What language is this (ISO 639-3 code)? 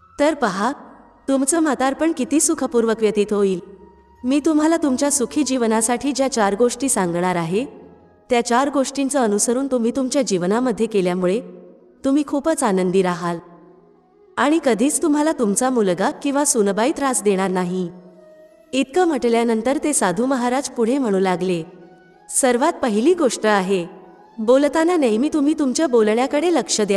mar